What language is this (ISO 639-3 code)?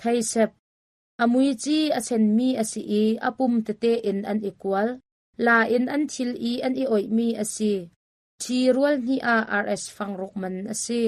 cnh